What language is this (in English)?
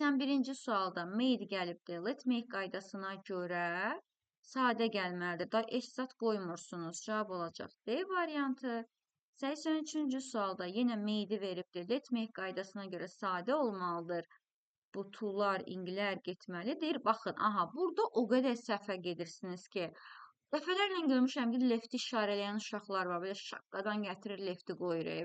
Azerbaijani